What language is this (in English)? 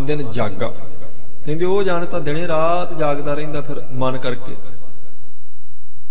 Punjabi